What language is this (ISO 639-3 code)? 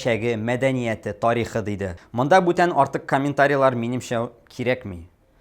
tat